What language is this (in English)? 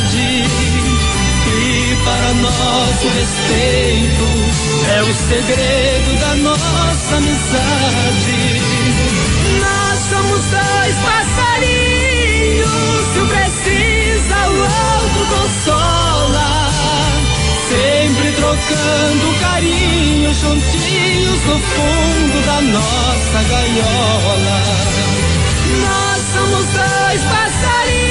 Portuguese